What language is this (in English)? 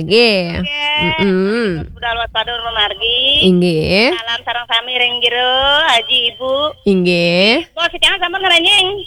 Balinese